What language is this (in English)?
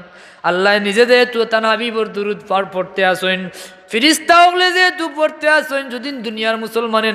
Sylheti